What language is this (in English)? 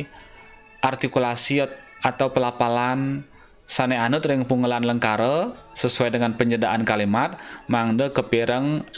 Balinese